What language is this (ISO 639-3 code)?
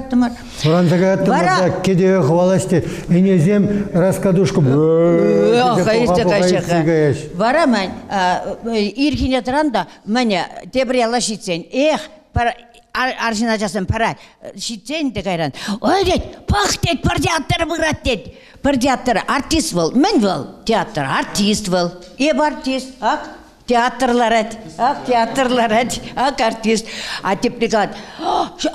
chv